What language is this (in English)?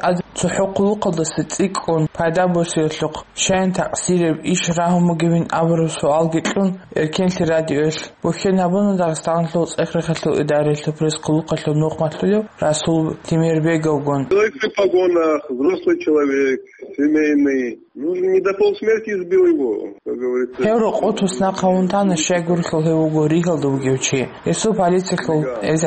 Avaric